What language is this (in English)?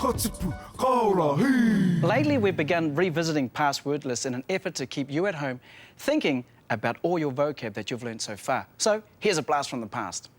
Māori